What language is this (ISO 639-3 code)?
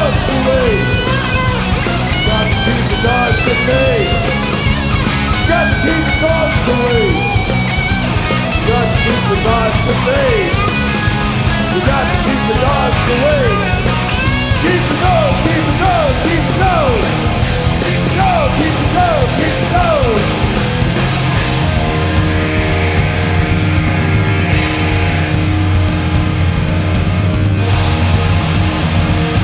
eng